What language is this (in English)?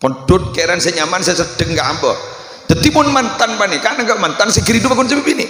Madurese